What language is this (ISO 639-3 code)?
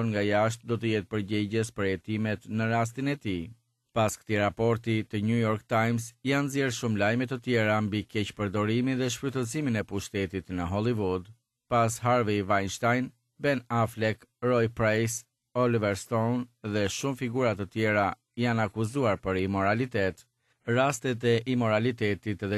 sqi